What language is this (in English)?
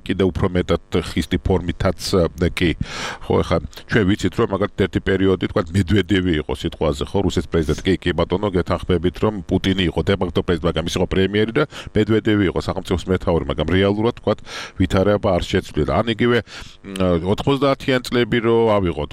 Georgian